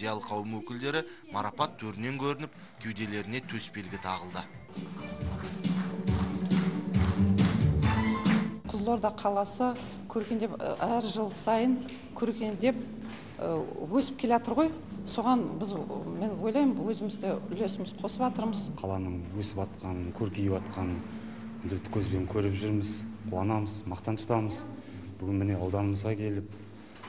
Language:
Kazakh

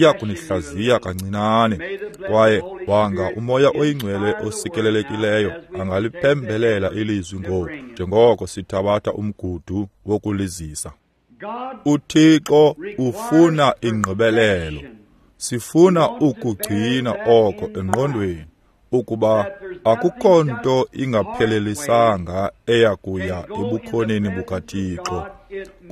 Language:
Xhosa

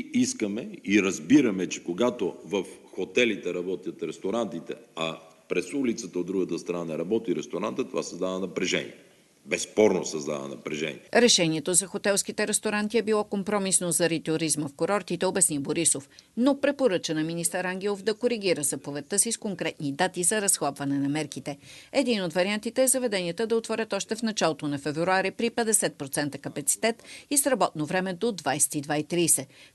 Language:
Bulgarian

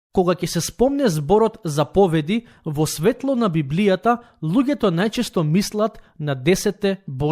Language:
Macedonian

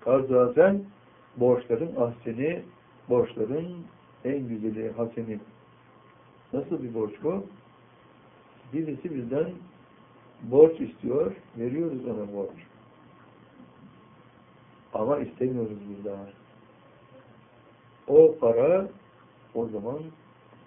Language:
Turkish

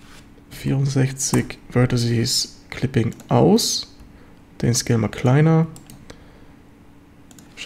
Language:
German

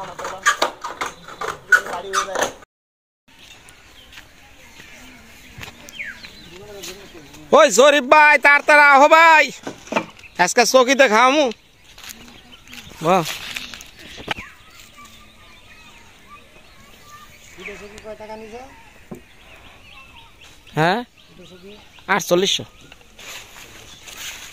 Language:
Bangla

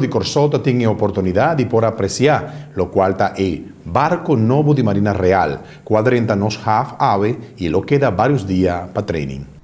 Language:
Papiamento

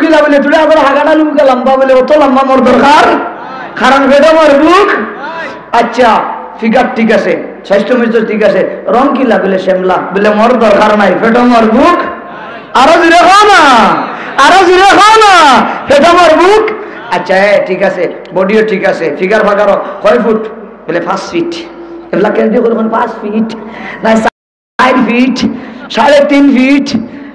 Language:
Sylheti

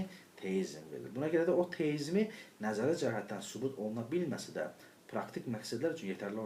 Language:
Azerbaijani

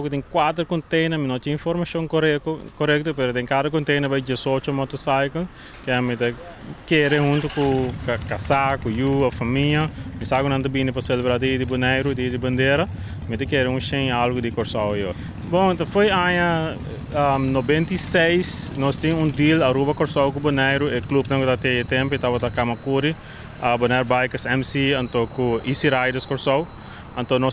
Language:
Papiamento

